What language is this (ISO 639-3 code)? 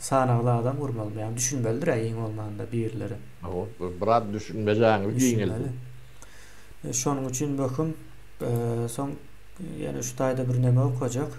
tuk